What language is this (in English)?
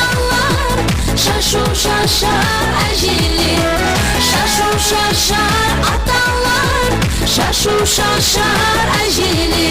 Kara-Kalpak